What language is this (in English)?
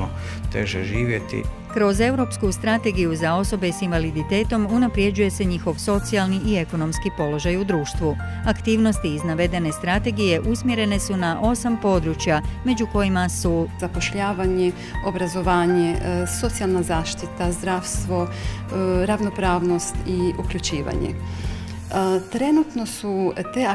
Croatian